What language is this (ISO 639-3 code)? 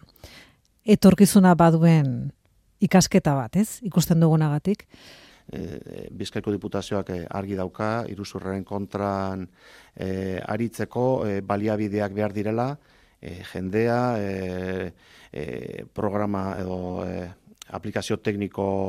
eus